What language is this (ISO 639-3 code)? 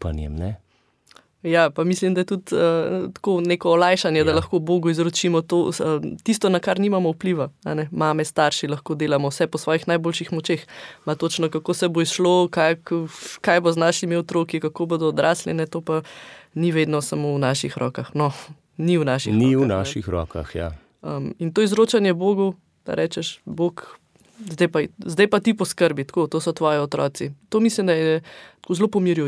slv